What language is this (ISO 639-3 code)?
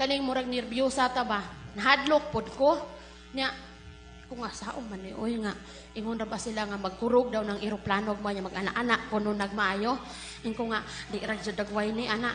ceb